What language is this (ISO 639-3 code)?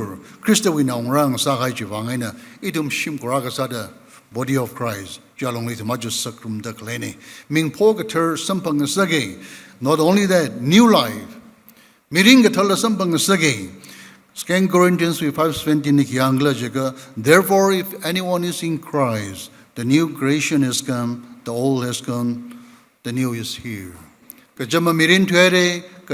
nmf